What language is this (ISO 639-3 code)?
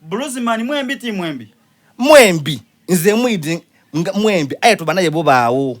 xog